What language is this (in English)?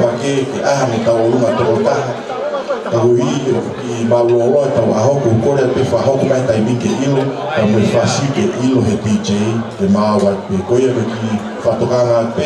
Tongan